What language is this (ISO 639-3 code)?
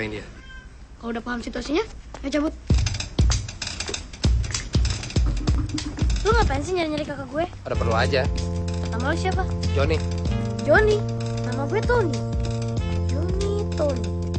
ind